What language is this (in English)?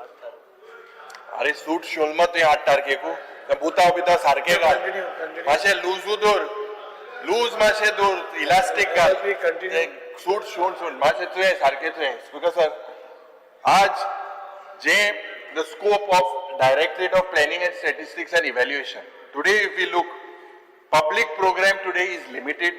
Konkani